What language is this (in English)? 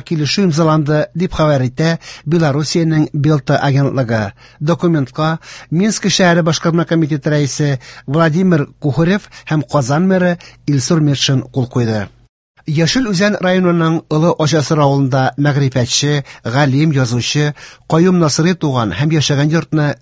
Tatar